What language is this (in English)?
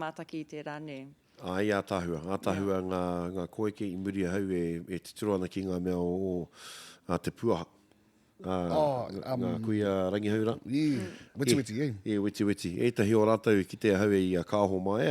Māori